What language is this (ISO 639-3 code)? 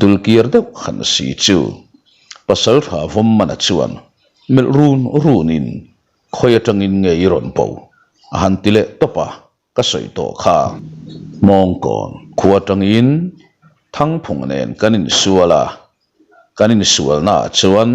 lus